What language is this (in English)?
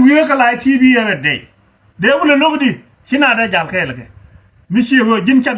Nuer